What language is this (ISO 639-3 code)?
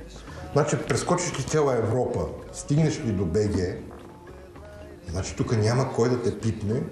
bul